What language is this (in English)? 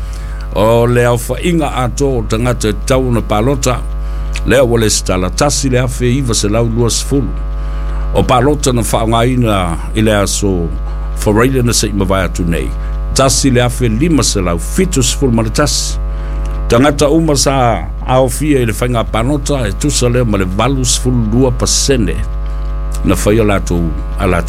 Samoan